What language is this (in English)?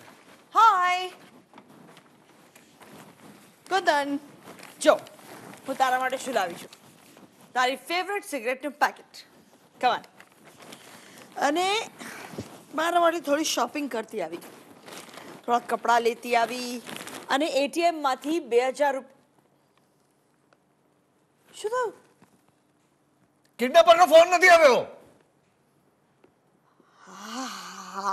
Gujarati